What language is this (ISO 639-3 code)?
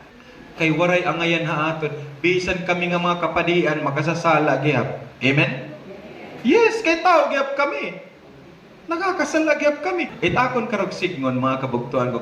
war